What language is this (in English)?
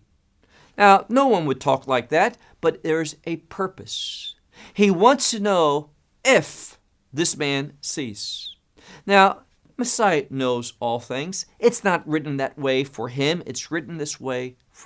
English